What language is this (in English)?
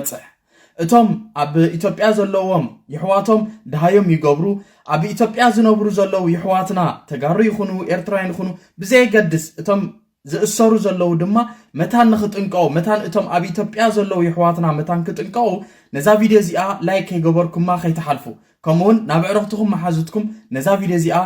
Tigrinya